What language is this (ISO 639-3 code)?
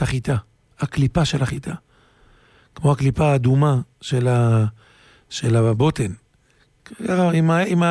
heb